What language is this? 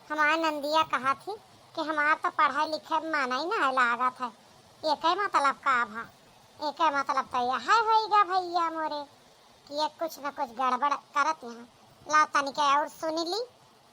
Awadhi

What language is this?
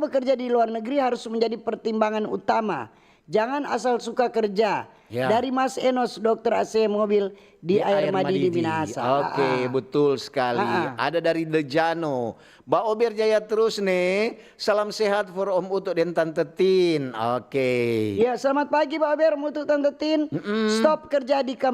Manado Malay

